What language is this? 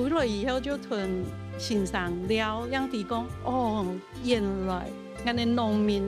Hakka Chinese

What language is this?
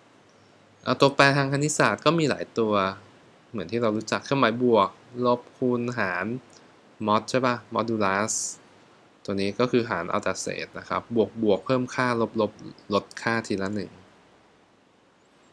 Thai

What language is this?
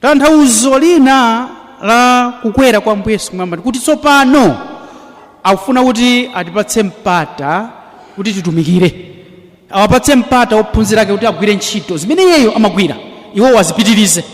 Nyanja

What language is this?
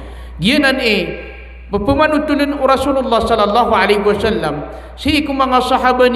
Maranao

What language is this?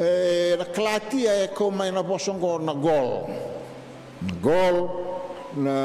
Fijian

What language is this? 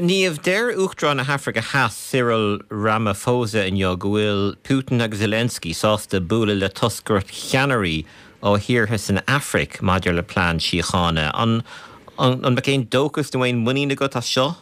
Irish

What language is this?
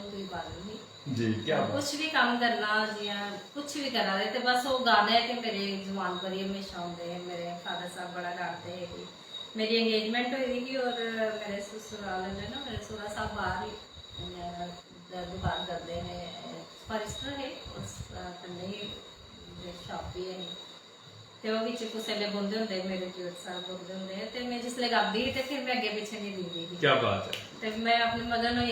Dogri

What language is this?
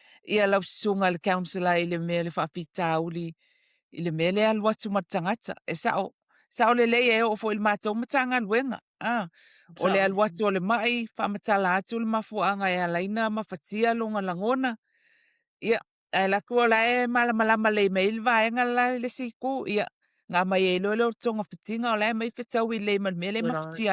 Samoan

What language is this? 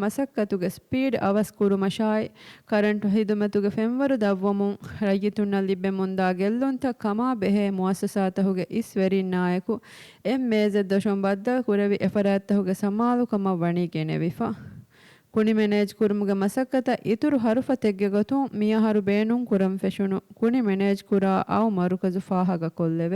Divehi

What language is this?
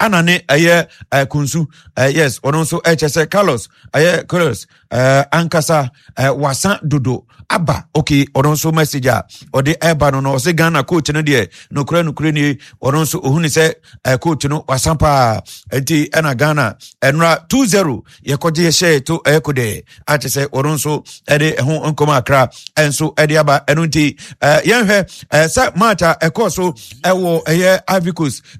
Akan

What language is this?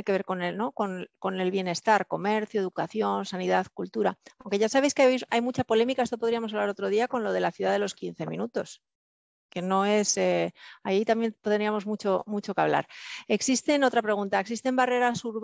Spanish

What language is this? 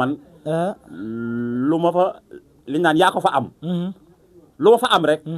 Wolof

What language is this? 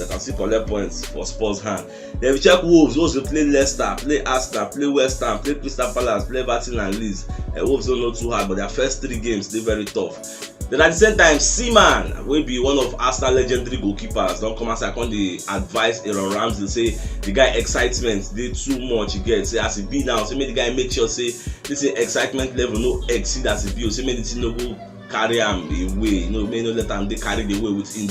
Nigerian Pidgin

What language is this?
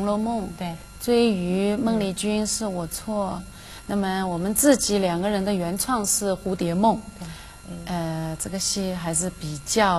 Chinese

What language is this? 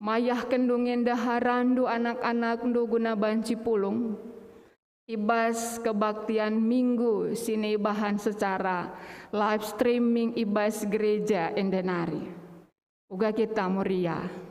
Batak Karo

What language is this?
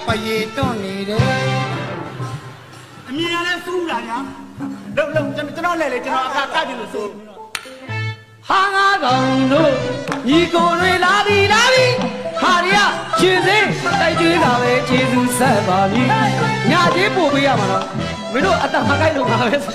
Burmese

